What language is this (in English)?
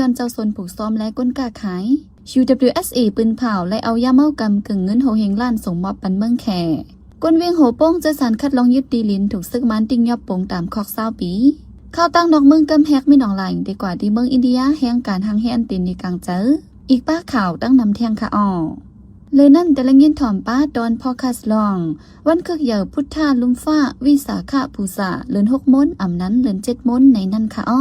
Shan